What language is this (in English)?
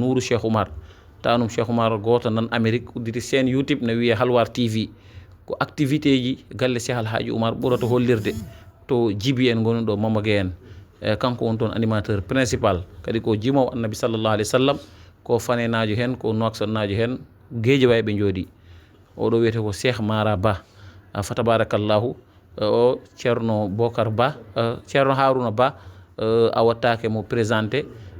Fula